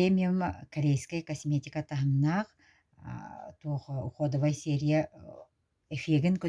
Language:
Yakut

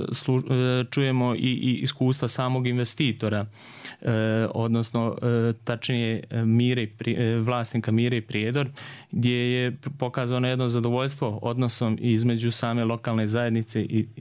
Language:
Serbian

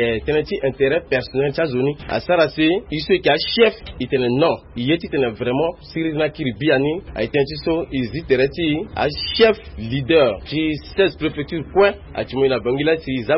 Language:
Sango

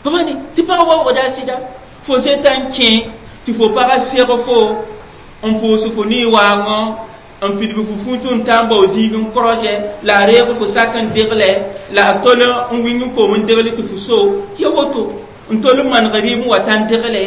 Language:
Mossi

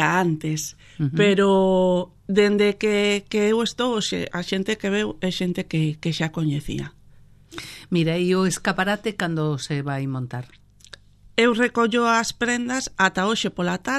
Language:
Galician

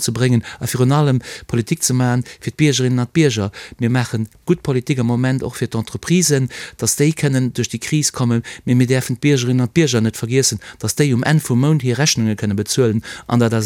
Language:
Luxembourgish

